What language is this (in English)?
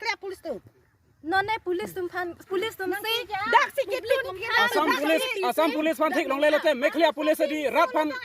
Karbi